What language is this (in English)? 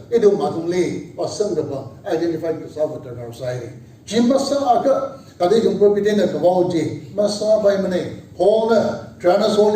Tangkhul Naga (India)